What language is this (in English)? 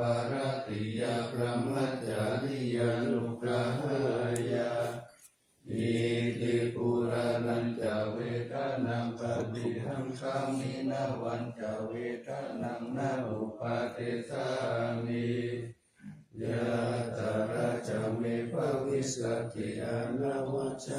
Pali